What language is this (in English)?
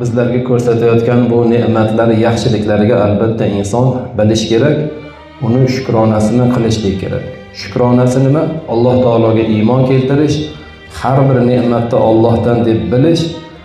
Uzbek